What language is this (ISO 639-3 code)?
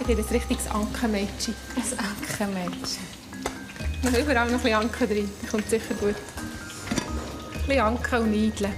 gsw